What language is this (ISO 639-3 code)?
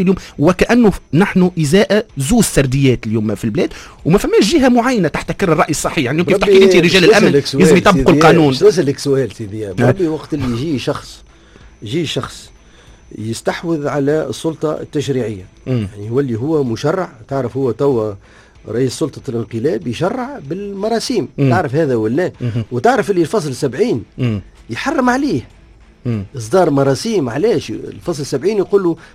aeb